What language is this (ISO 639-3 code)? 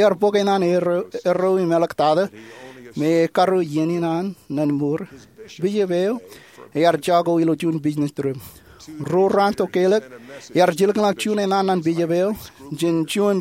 mah